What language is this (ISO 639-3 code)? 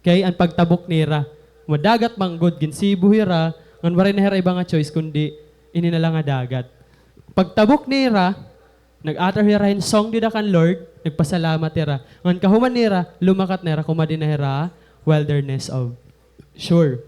war